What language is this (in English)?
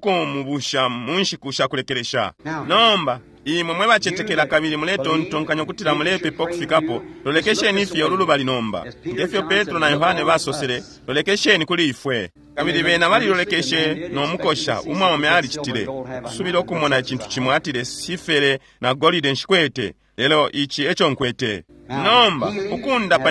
Bemba